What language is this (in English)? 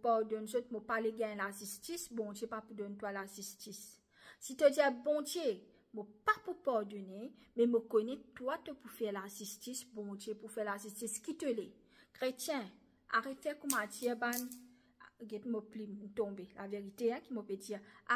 Morisyen